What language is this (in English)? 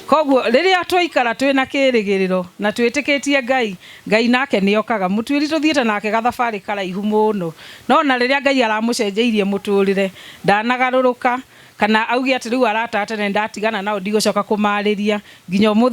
Kikuyu